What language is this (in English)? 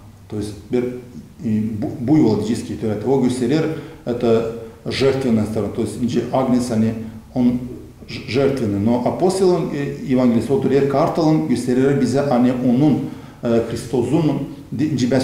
Gagauz